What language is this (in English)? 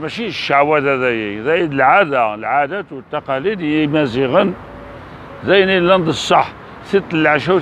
Kabyle